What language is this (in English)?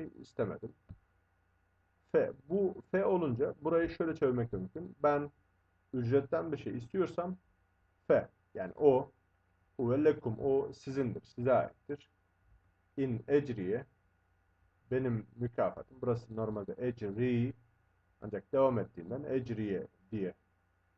Turkish